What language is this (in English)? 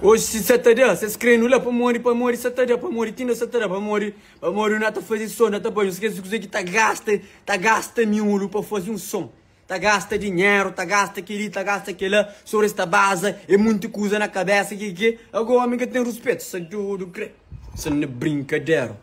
Kabuverdianu